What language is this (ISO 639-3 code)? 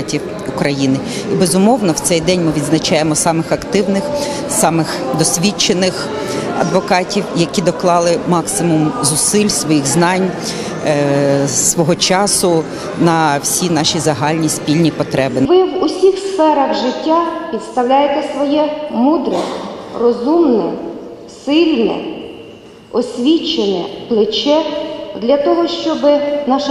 ukr